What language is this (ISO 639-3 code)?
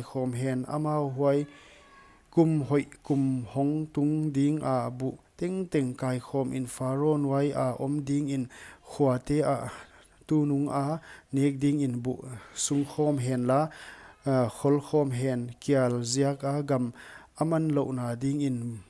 pck